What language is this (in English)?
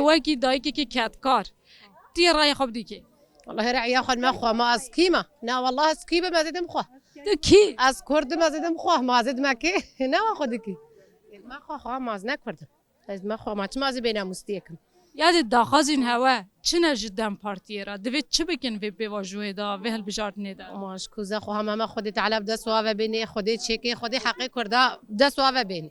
Kurdish